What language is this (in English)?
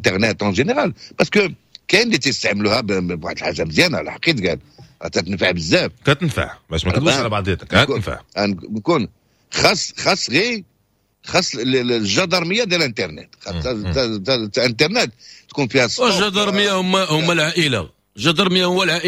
Moroccan Arabic